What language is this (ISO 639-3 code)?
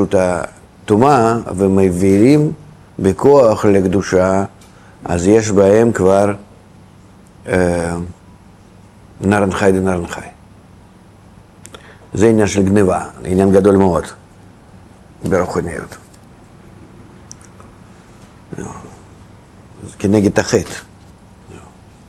heb